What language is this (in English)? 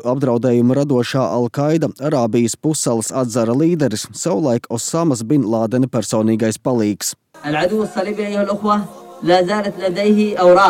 Latvian